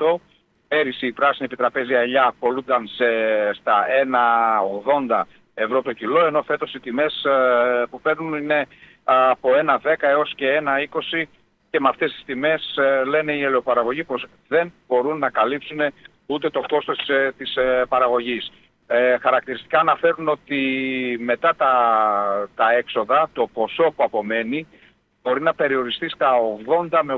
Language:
Greek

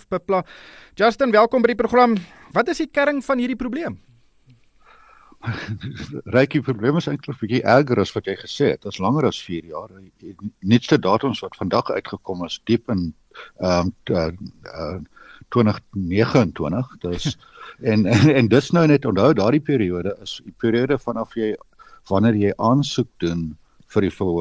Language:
Afrikaans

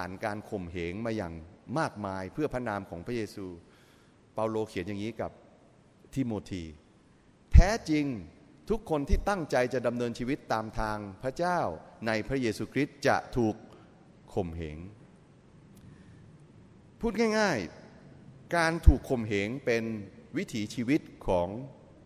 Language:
Thai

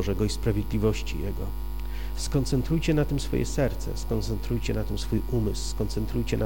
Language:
Polish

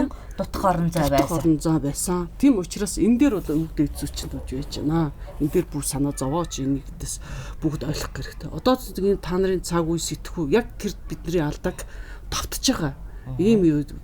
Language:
Mongolian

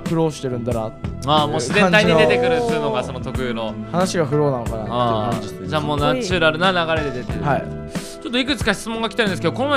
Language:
Japanese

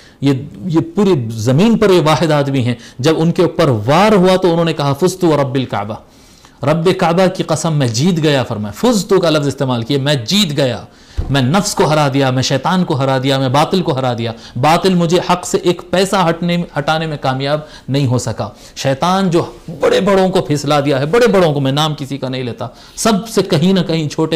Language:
Urdu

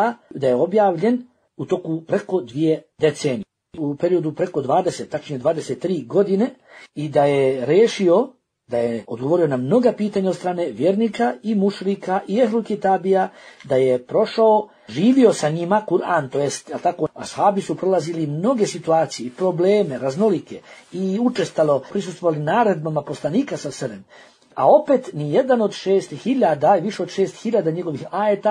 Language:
Bosnian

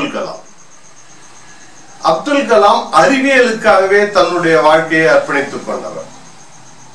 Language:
Tamil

